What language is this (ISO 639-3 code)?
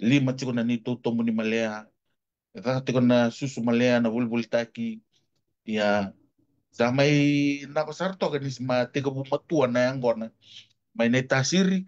fij